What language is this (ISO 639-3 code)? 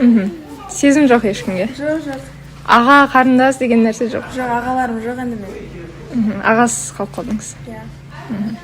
kaz